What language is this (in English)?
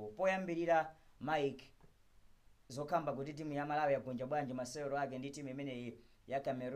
Nyanja